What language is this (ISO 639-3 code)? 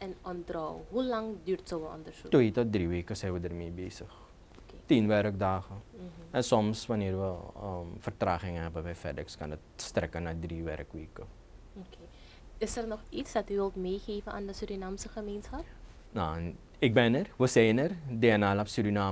nld